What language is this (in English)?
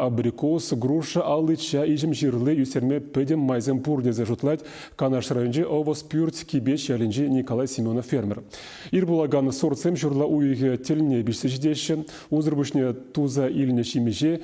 Chuvash